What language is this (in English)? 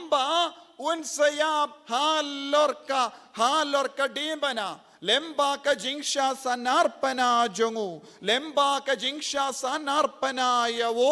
Khasi